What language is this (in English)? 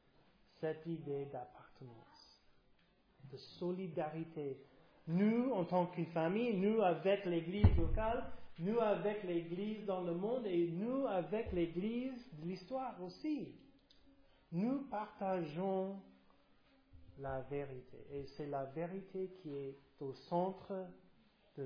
French